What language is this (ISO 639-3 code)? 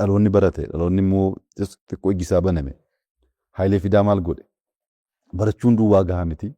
orm